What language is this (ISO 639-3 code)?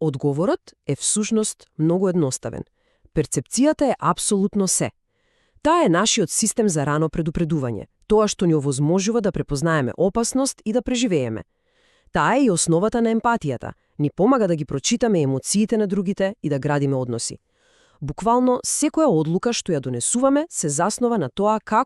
mkd